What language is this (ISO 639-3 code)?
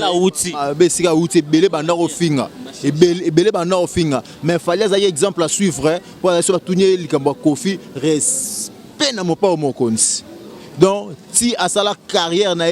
lin